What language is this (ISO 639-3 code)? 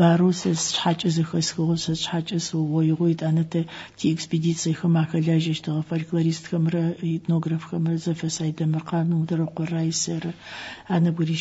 ady